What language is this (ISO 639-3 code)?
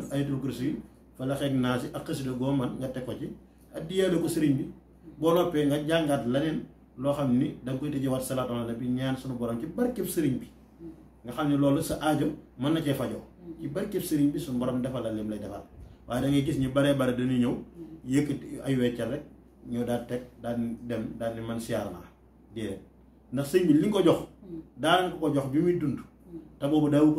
wol